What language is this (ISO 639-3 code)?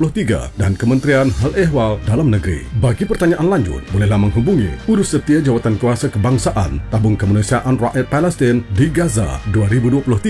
msa